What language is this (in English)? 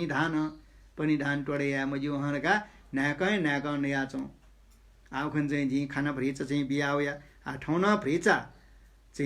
Newari